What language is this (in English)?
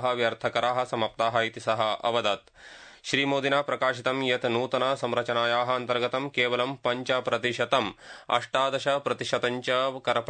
Sanskrit